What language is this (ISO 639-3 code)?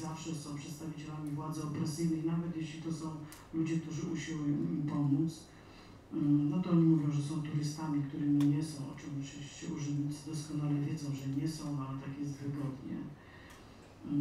pol